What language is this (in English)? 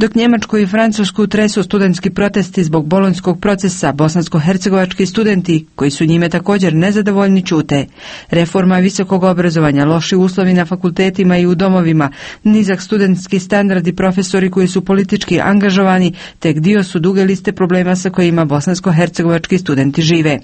Serbian